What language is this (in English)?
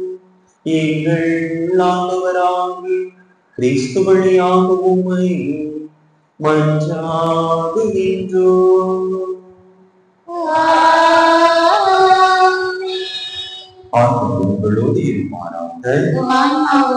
Tamil